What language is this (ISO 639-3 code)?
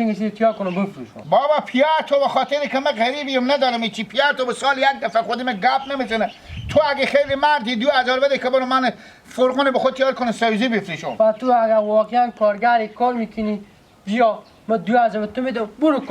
haz